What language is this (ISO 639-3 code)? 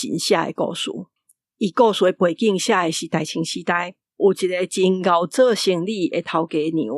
nan